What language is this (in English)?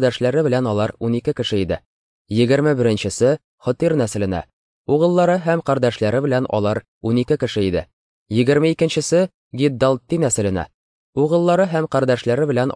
Tatar